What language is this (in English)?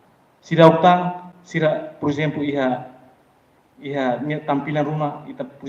Tetum